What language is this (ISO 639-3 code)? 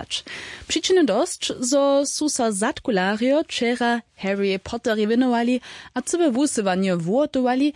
hsb